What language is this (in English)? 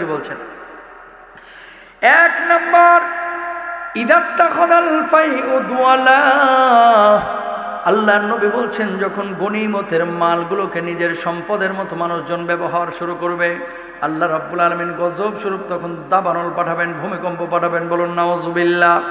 Bangla